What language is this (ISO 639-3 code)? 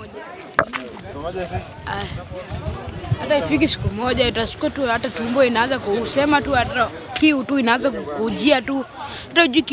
swa